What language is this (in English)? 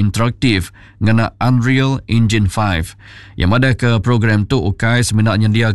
Iban